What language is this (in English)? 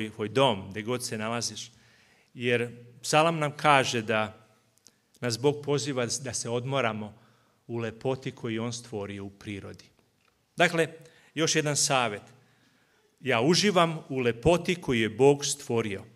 Serbian